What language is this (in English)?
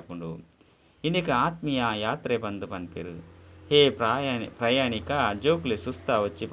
Tulu